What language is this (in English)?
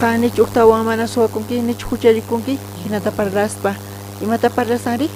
South Bolivian Quechua